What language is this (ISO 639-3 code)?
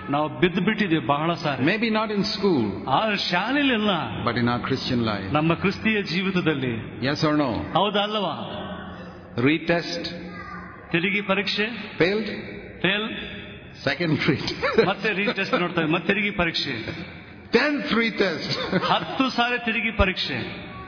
kan